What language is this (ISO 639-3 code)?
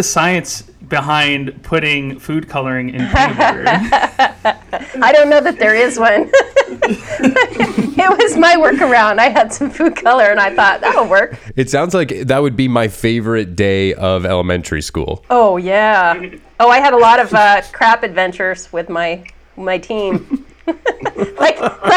eng